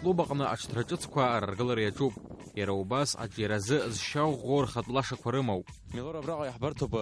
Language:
Abkhazian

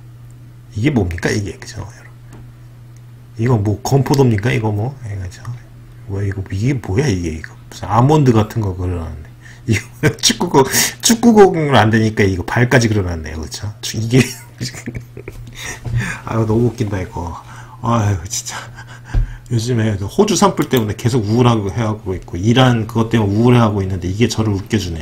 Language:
Korean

